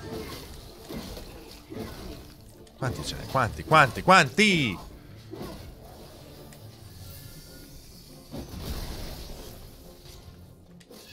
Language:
Italian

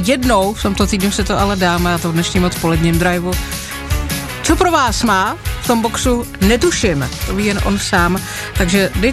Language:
Czech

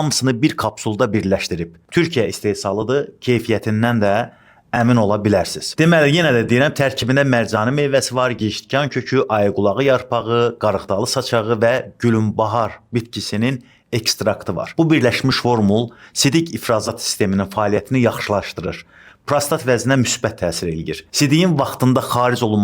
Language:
Azerbaijani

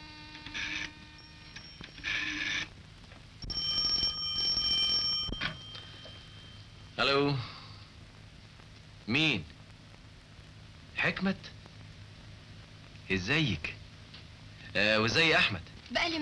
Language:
Egyptian Arabic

